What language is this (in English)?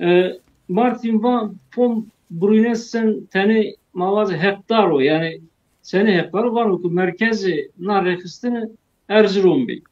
Zaza